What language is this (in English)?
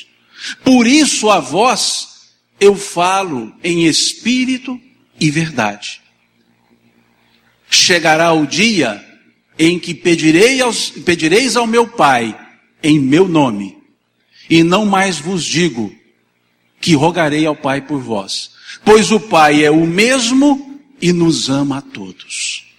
Portuguese